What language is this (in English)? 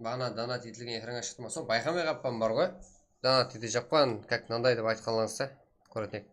Kara-Kalpak